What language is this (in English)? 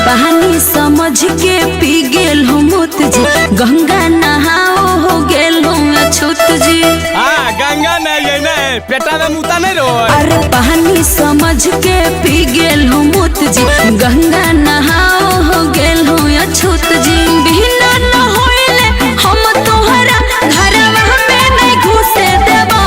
Magahi